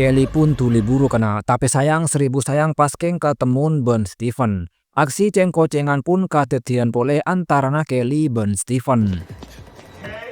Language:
Madurese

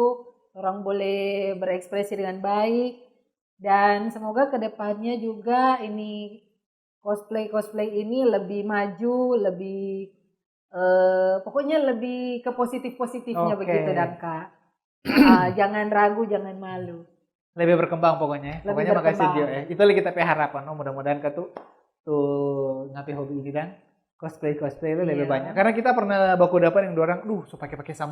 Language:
Manado Malay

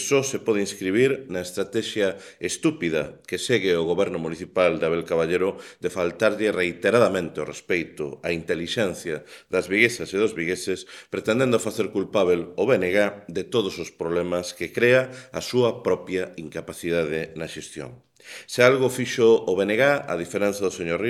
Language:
Galician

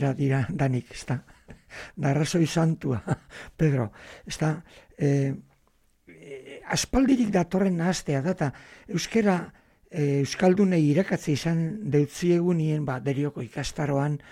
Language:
Basque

